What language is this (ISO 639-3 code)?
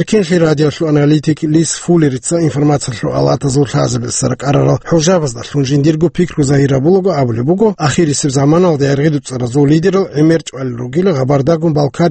ava